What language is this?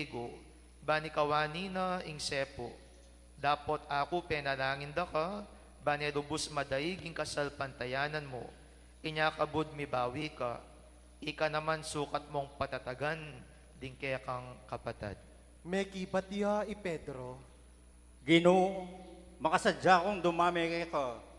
Pampanga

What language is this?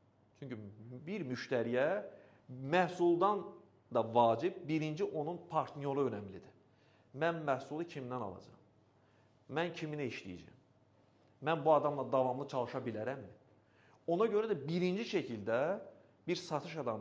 Azerbaijani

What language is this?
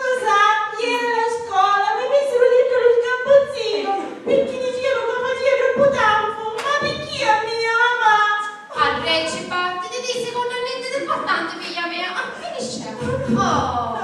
Sicilian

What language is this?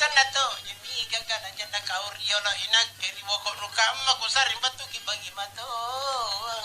Makasar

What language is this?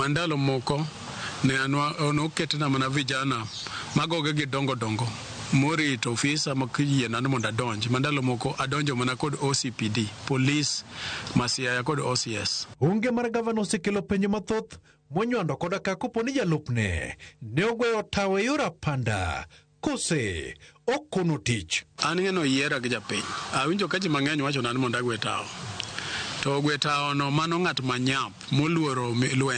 Luo (Kenya and Tanzania)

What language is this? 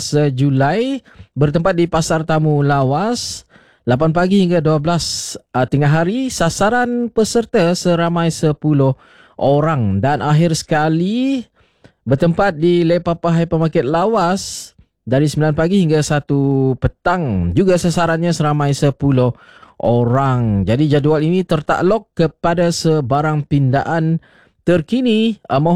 Malay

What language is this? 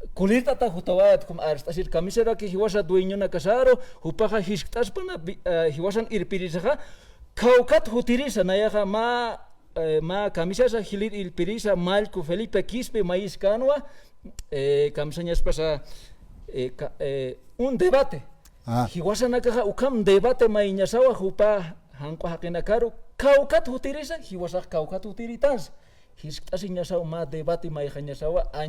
Aymara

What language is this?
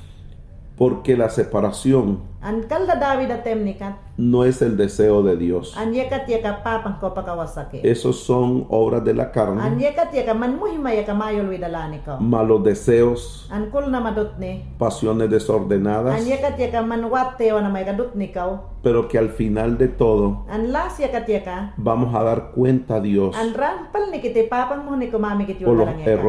Mayangna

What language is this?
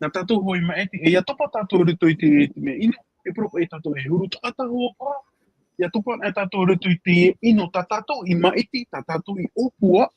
Tahitian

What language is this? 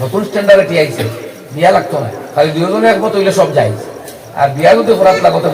Sylheti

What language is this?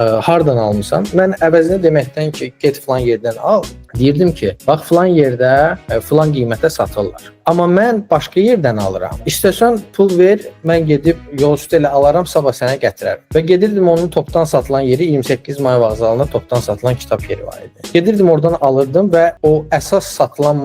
Azerbaijani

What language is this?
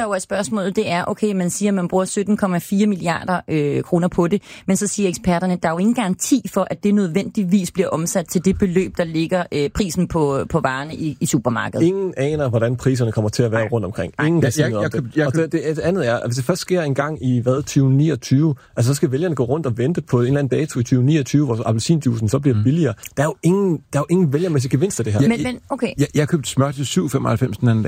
Danish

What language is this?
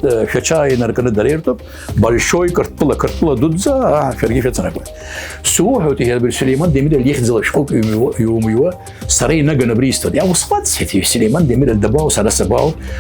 Abkhazian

